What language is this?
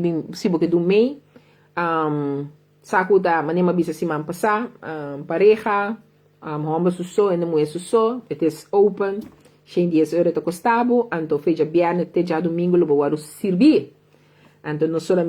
Papiamento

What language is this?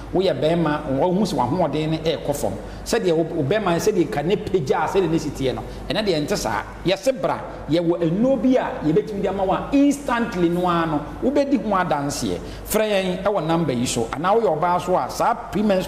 Akan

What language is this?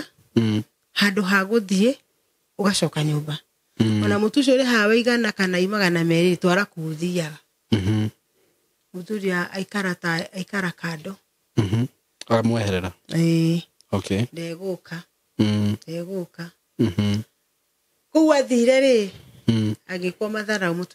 Kikuyu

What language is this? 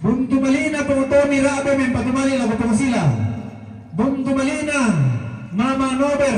Toraja-Sa'dan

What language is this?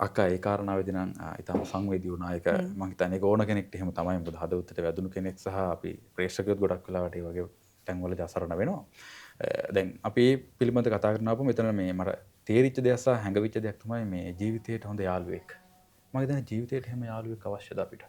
Sinhala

